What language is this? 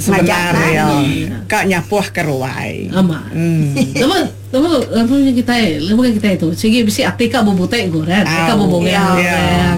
Iban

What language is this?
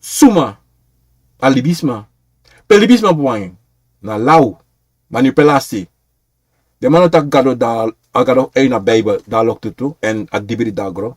Sranan Tongo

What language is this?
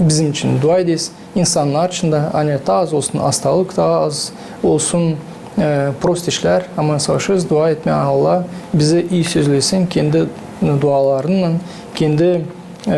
Gagauz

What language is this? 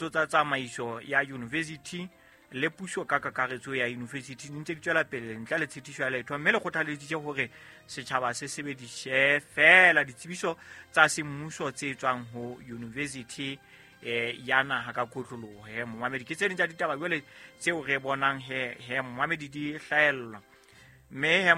Southern Sotho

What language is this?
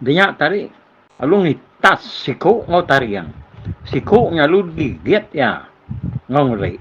Iban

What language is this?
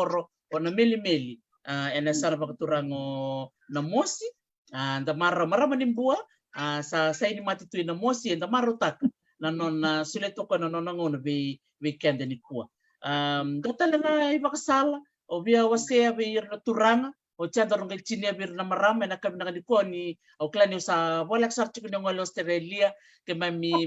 Fijian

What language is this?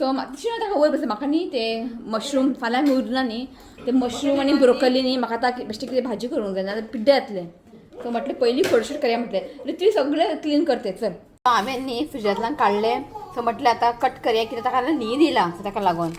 Konkani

